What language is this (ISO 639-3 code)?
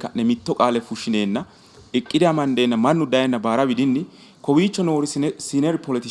sid